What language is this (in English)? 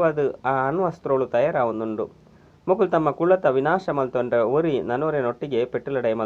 Tulu